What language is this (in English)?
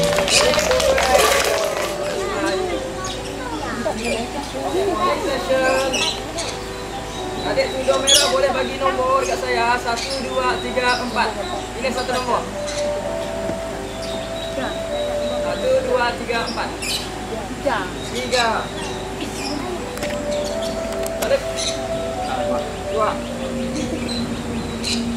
Malay